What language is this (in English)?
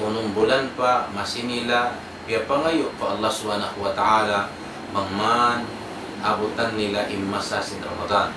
Tausug